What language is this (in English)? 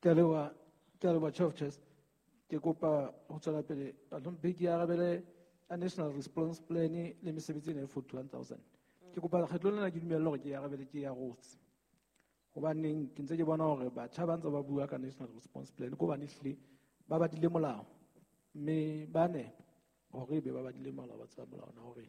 Southern Sotho